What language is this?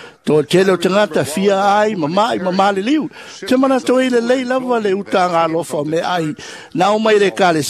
Samoan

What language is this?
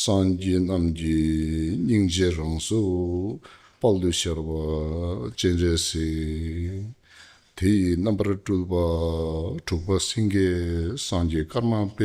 Tibetan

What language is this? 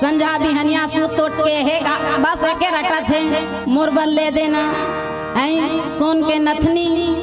Chhattisgarhi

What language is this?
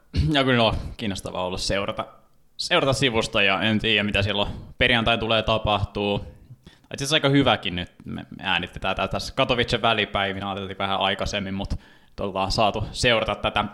Finnish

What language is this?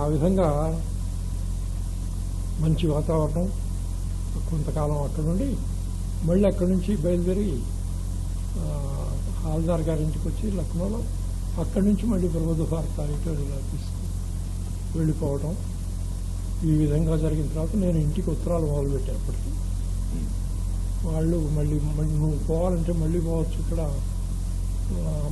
Telugu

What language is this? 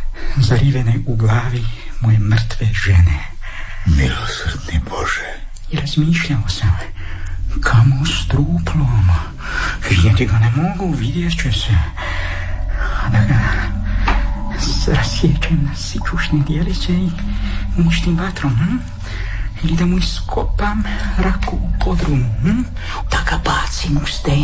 Croatian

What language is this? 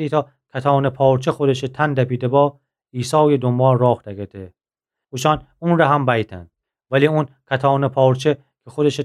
Gilaki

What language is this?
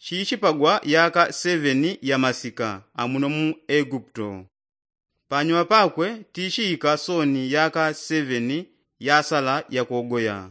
Yao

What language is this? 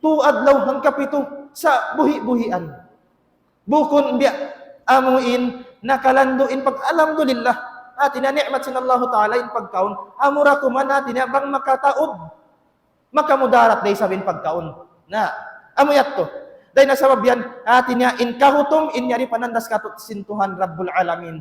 Tausug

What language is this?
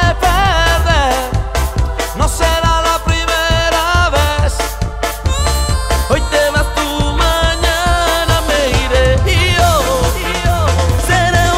Spanish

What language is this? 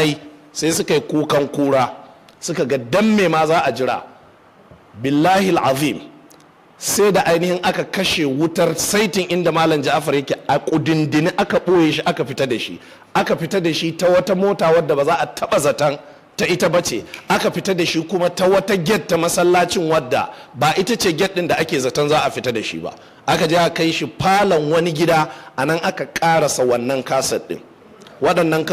Hausa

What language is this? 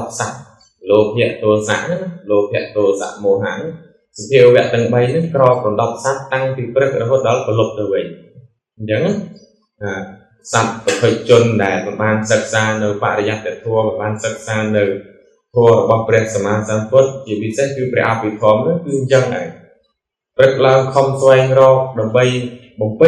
Khmer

